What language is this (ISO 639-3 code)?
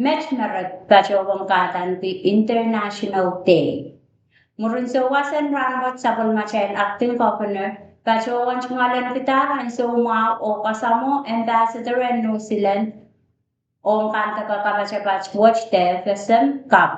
pon